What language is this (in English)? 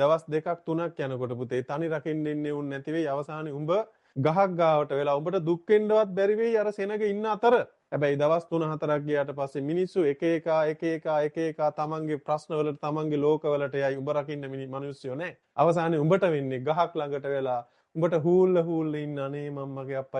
Sinhala